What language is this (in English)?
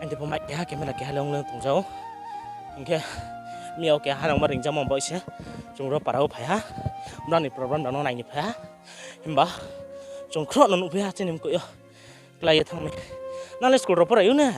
Riang (India)